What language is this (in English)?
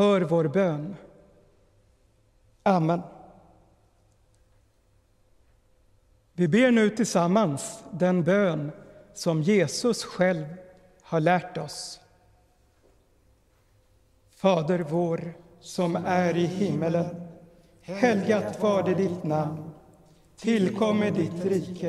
Swedish